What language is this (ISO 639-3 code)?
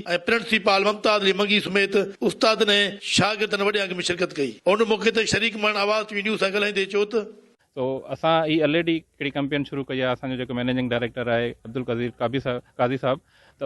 snd